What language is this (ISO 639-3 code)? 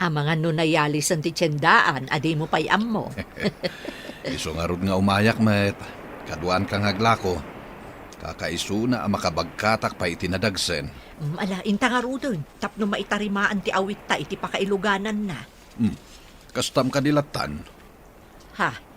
ilo